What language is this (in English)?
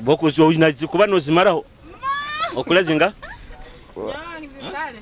Nyoro